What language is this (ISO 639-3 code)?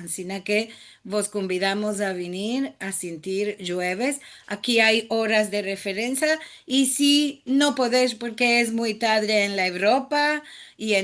lad